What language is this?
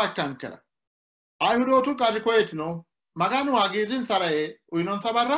Sidamo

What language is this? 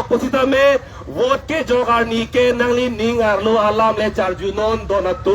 Karbi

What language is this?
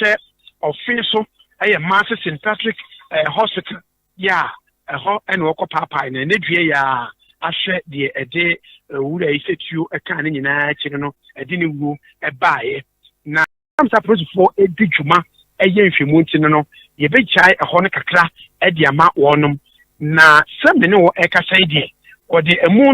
Akan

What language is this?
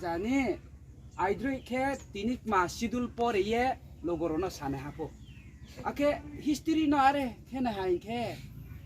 Riang (India)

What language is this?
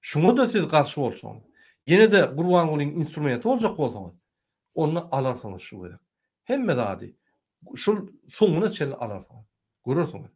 Turkmen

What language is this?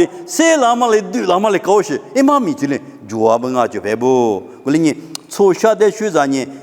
Lisu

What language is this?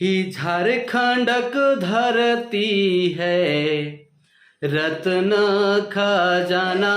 Sadri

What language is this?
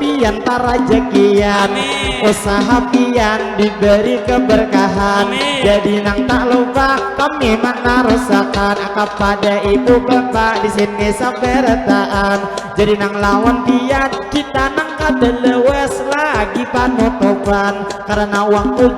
Banjar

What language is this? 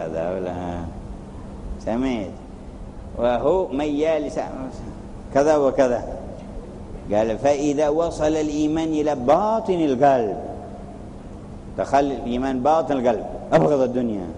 Arabic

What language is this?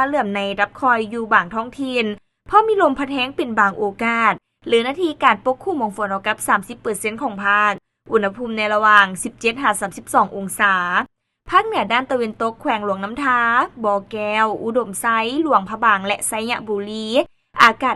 Lao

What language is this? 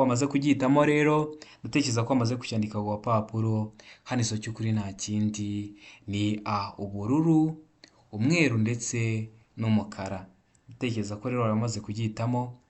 Kinyarwanda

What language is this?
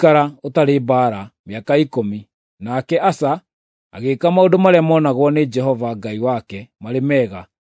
Kikuyu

